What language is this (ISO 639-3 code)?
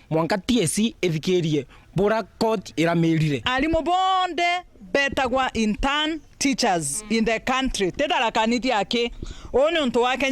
mer